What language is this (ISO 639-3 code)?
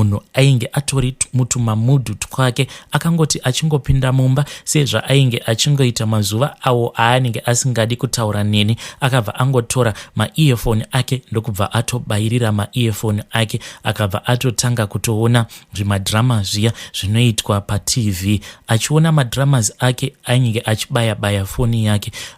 sna